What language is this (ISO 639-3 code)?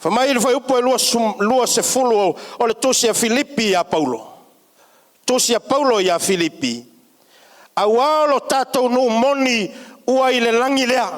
smo